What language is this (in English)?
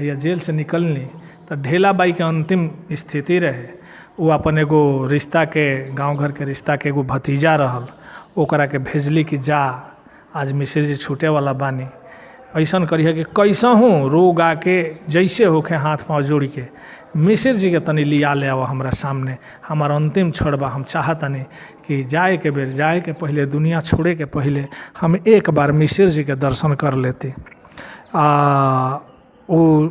Bhojpuri